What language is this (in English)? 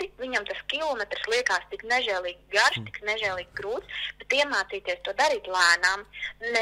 Latvian